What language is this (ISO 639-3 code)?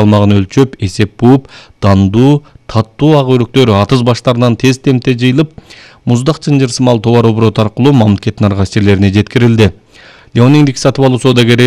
kir